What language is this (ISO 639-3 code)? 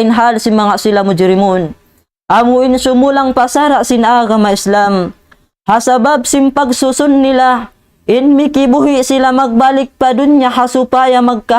tsg